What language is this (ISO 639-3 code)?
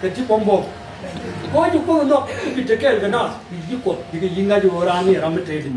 nus